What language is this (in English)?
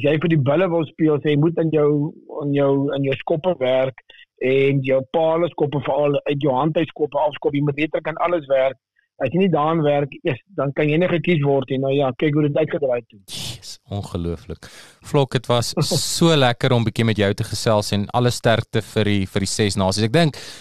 Afrikaans